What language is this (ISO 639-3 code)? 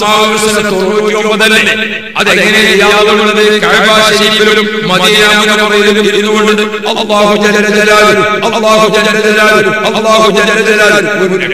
mal